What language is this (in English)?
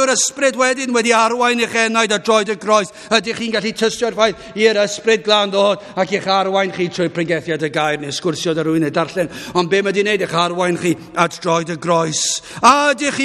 Welsh